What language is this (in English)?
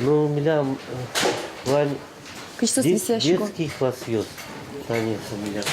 Udmurt